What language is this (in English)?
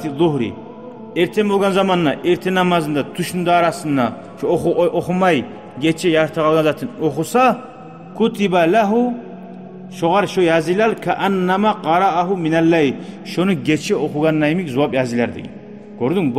Kumyk